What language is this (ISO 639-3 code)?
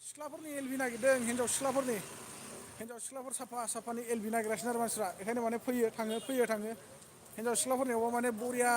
brx